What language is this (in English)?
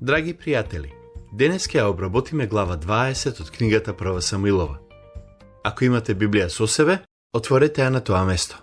Macedonian